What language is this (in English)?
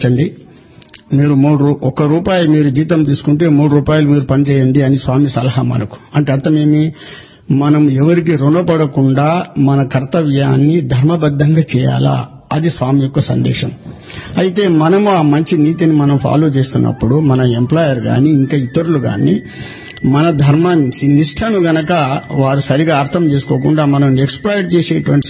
Telugu